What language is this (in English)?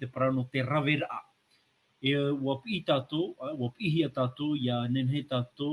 Tahitian